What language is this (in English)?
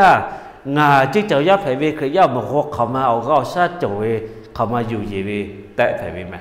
Lahu